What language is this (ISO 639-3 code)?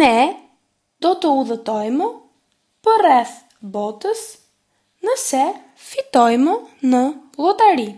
sqi